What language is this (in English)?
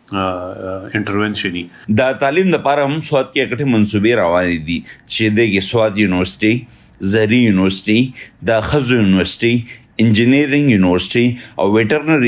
Pashto